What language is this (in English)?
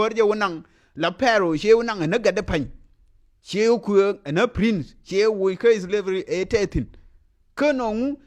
Nuer